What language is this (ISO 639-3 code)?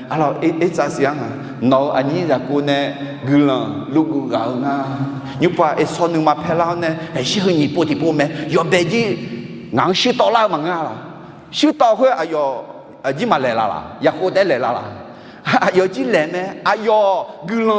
ahk